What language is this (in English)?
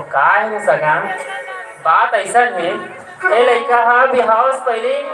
Chhattisgarhi